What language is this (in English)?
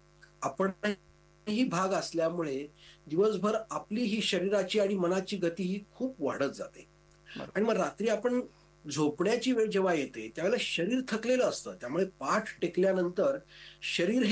Marathi